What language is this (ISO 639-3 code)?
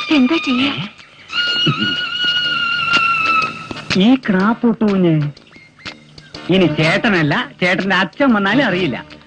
mal